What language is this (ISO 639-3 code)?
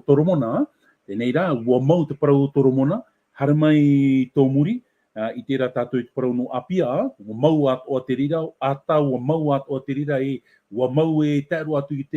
tah